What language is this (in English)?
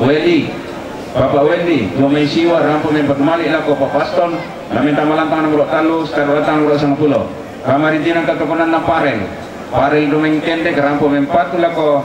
Toraja-Sa'dan